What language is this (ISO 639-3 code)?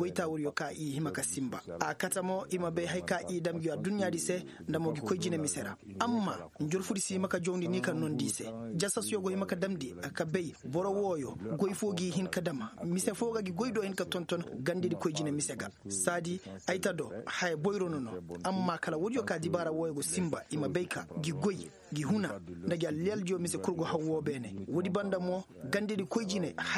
ses